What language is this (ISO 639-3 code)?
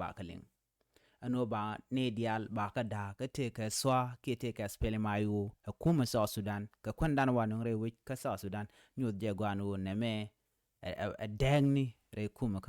nus